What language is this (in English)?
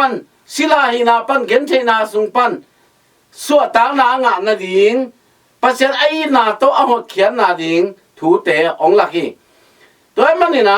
Tedim Chin